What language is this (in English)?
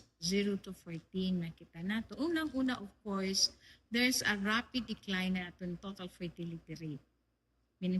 Waray